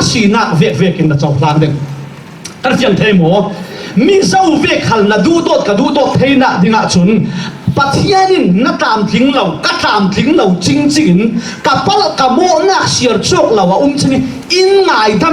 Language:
Falam Chin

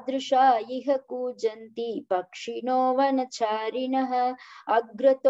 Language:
Sanskrit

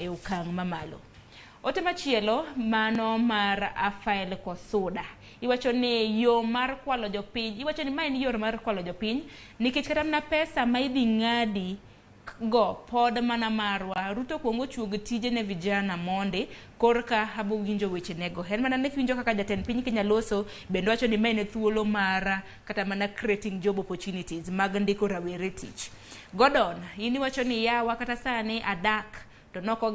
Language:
Luo (Kenya and Tanzania)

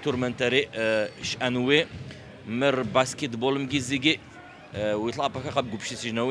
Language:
Adyghe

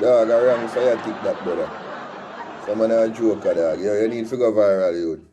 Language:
Jamaican Creole English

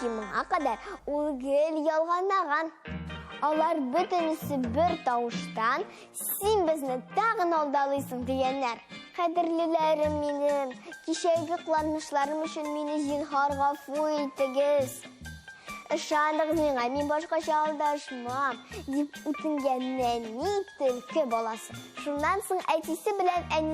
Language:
Tatar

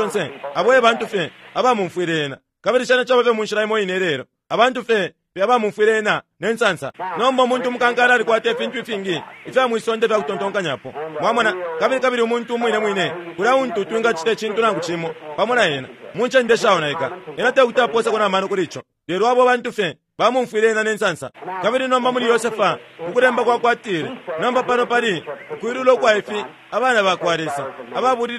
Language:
Bemba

